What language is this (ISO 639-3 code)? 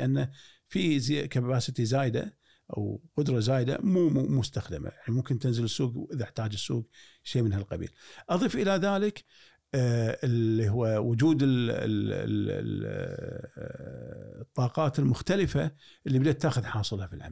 afb